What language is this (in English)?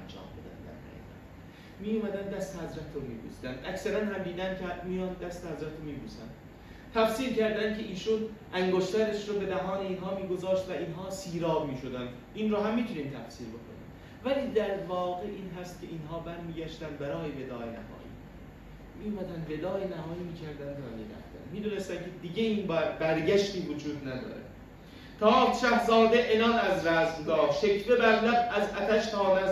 Persian